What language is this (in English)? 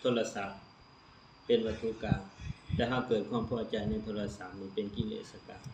Lao